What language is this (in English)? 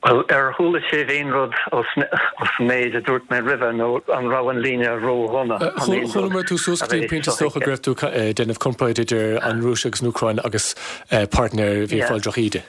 Irish